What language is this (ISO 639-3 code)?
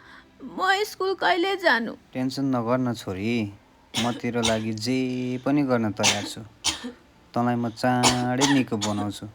nep